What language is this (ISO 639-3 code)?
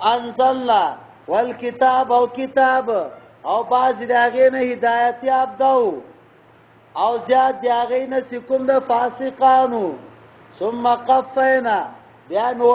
pus